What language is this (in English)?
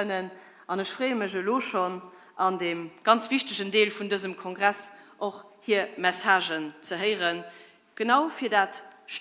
Luxembourgish